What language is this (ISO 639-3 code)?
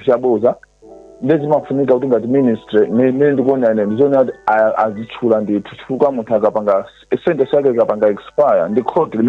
nya